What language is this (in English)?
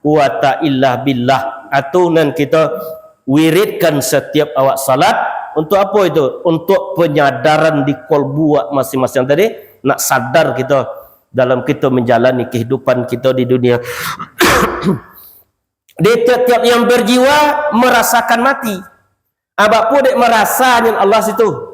Minangkabau